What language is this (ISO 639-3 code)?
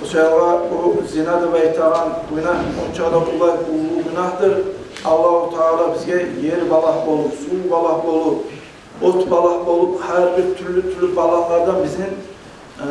kum